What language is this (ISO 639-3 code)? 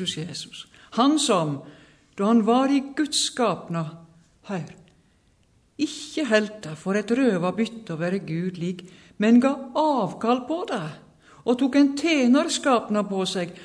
nor